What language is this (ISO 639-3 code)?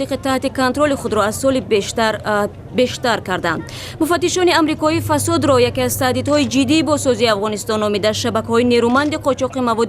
tgk